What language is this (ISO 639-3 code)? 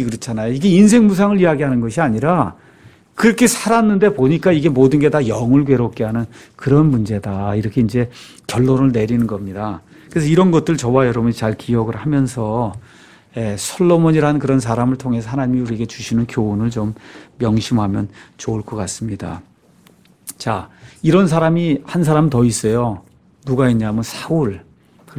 kor